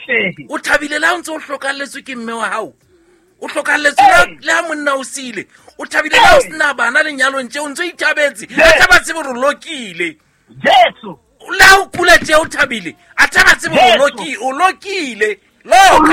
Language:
Southern Sotho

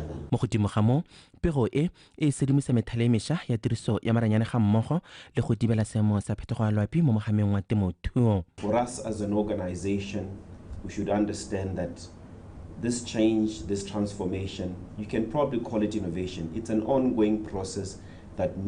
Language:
Tswana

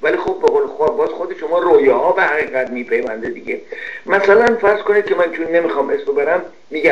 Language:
Persian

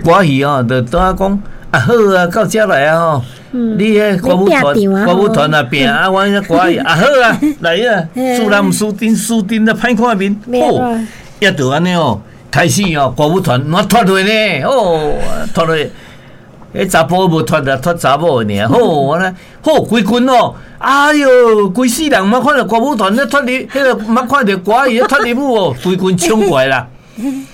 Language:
Min Nan Chinese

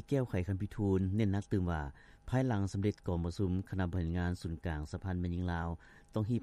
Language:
Lao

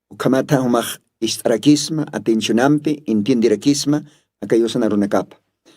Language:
Aymara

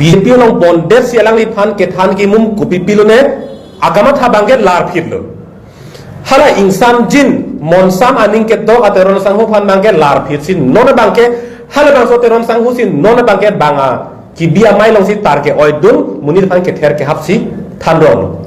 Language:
Karbi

